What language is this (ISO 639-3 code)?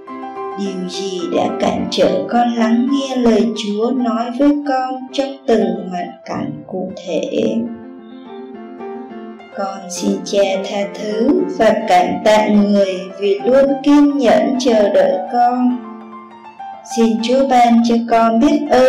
vie